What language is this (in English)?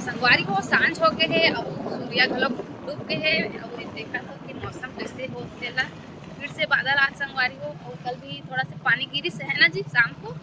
Chhattisgarhi